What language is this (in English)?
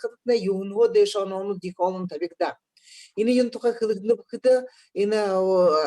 Buriat